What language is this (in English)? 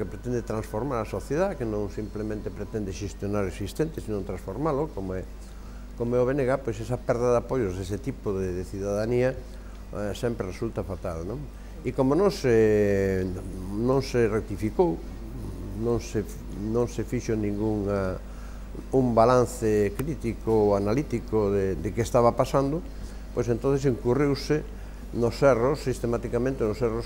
Galician